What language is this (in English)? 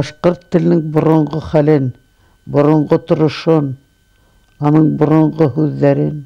Bashkir